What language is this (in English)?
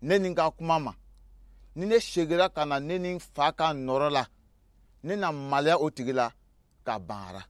Somali